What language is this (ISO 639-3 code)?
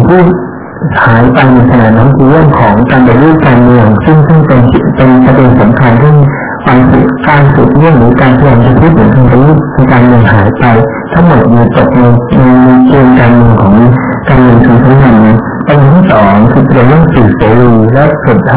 tha